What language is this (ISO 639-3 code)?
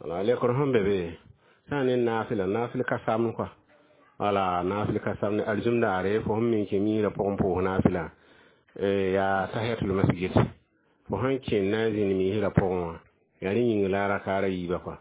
mos